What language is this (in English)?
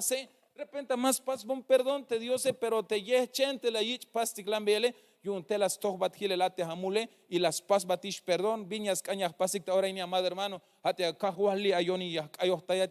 Tzeltal